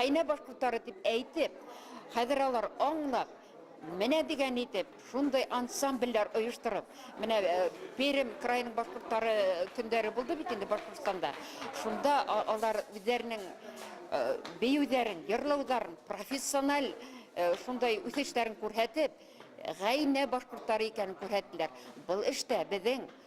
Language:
Bashkir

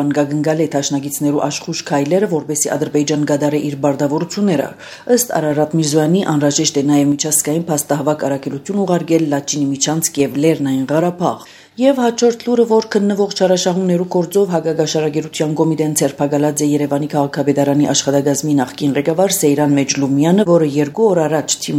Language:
Armenian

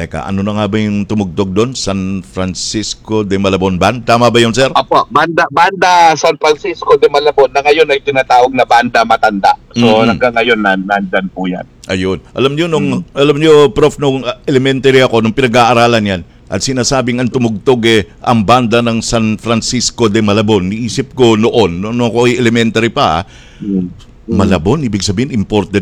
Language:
Filipino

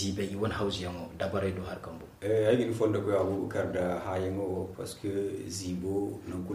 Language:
Zarma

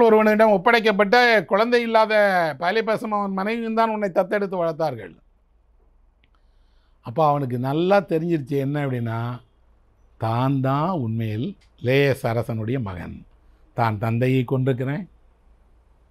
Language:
Tamil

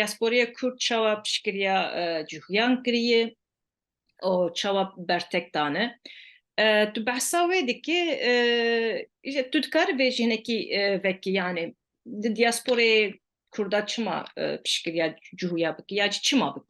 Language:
Kurdish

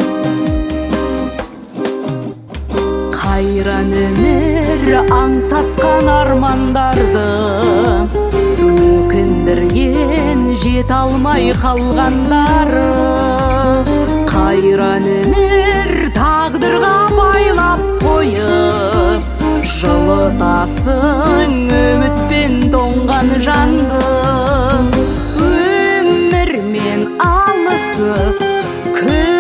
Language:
Kazakh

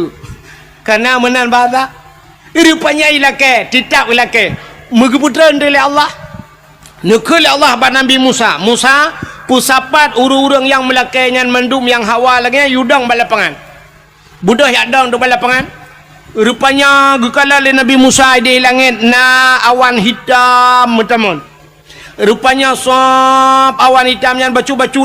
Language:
Achinese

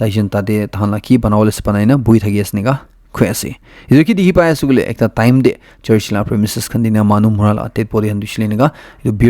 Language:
Naga Pidgin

